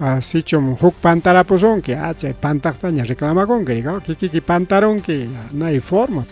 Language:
Ayacucho Quechua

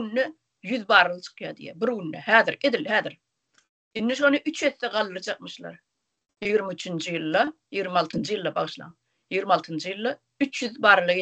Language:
Turkmen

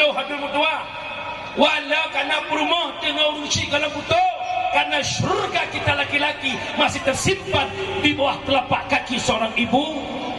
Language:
Achinese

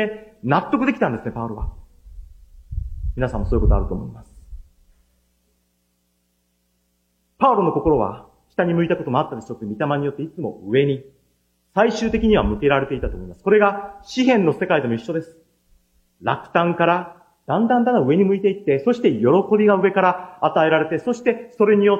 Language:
Japanese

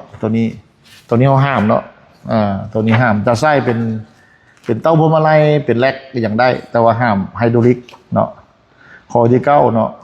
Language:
Lao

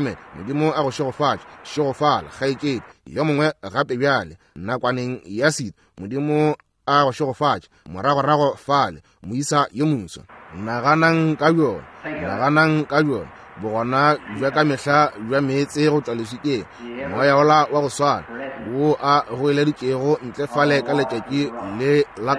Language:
Northern Sotho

